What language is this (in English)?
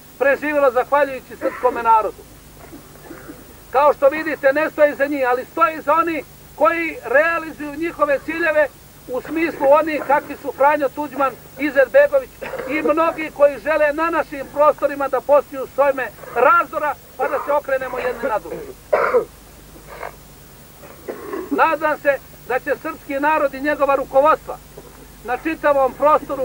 Serbian